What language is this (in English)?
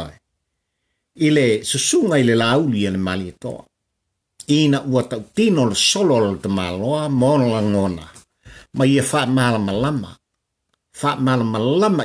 Samoan